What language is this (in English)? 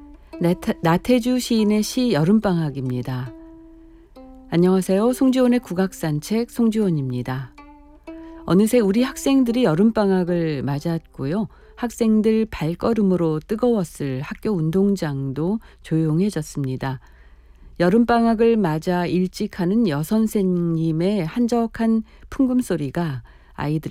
Korean